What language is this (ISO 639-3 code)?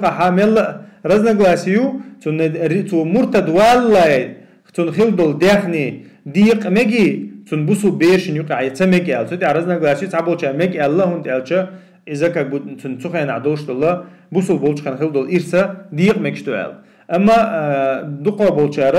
che